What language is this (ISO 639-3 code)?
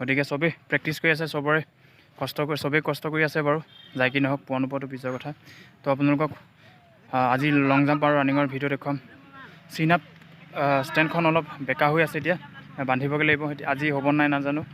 asm